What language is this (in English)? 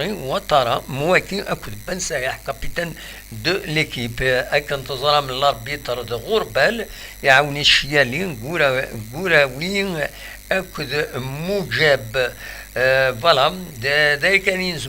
Kabyle